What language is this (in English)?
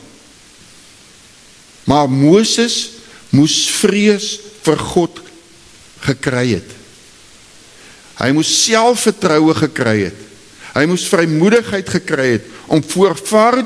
Afrikaans